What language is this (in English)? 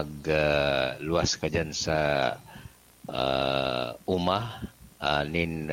Bikol